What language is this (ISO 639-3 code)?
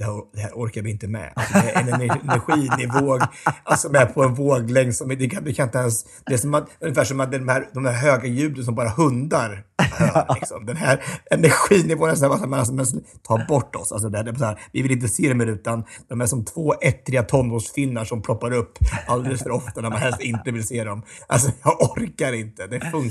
swe